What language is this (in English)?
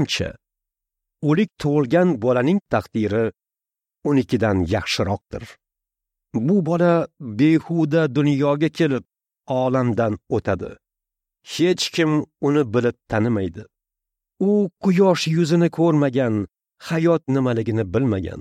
Uzbek